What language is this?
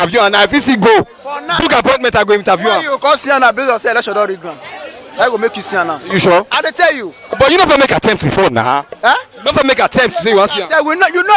Nigerian Pidgin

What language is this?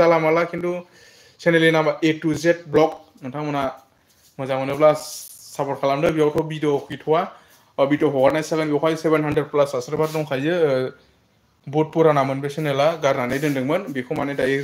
Bodo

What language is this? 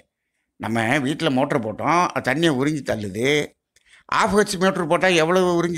Tamil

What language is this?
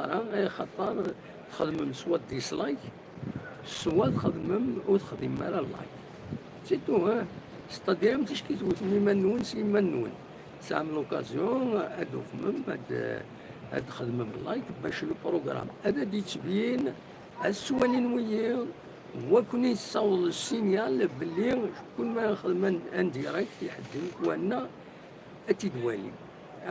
Kabyle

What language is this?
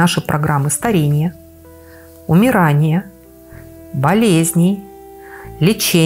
Russian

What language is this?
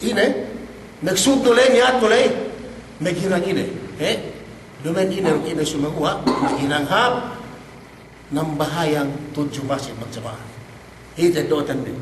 Yakan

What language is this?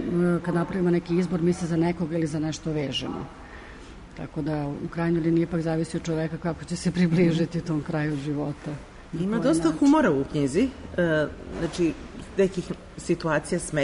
Serbian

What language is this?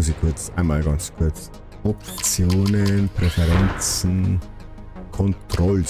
Bavarian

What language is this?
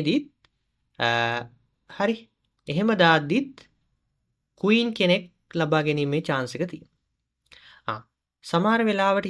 Sinhala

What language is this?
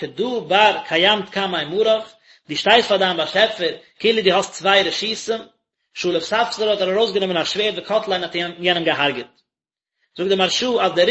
Yiddish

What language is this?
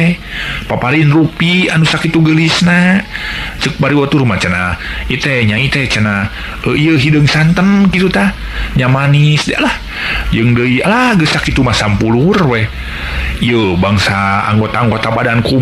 Sundanese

